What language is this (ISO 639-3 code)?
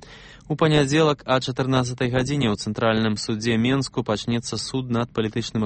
bel